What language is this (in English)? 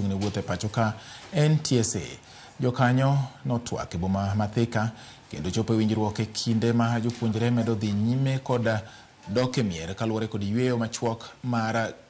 Luo (Kenya and Tanzania)